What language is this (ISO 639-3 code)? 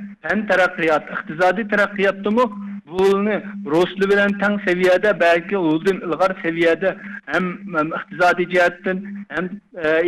uig